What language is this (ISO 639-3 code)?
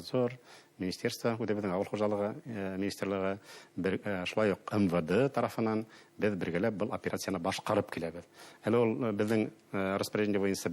bak